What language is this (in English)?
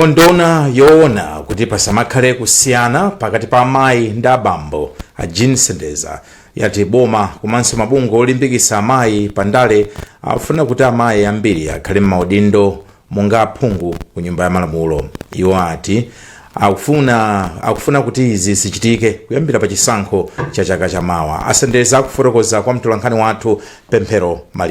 Nyanja